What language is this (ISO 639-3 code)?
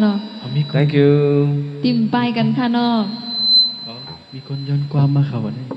shn